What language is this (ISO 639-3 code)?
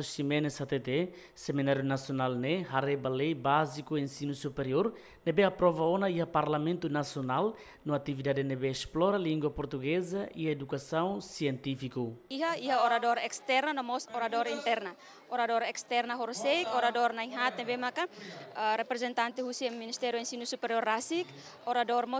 tet